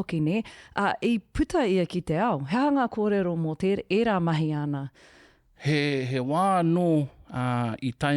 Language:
Māori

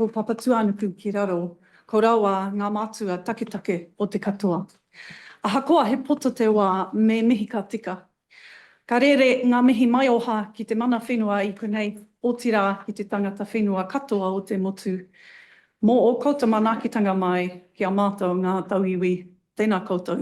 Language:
Māori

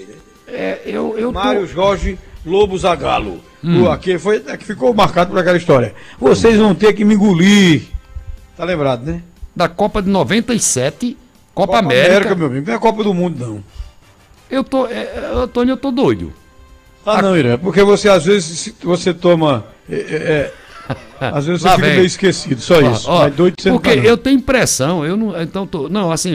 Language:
Portuguese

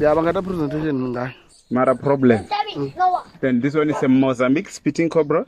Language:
Venda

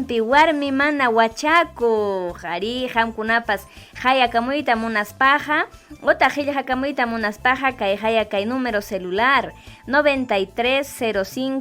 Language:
Ayacucho Quechua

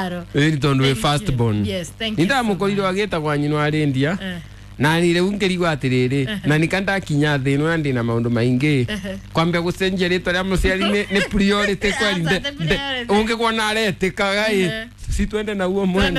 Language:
Kikuyu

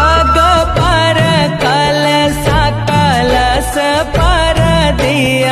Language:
Chhattisgarhi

